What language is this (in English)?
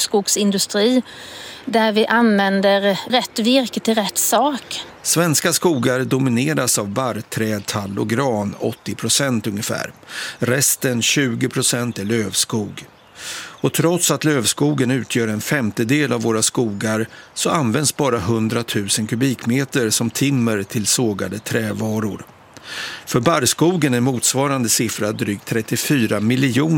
Swedish